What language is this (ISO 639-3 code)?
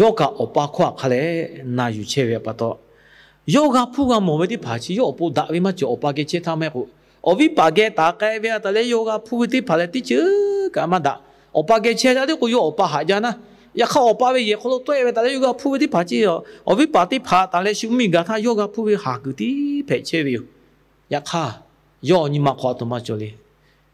lhu